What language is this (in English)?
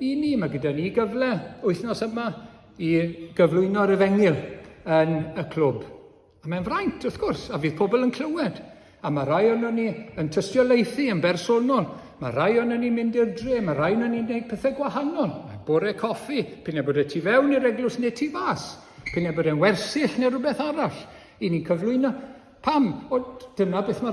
Welsh